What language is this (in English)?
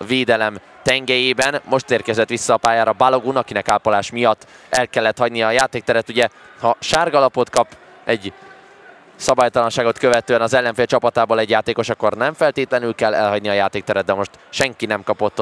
Hungarian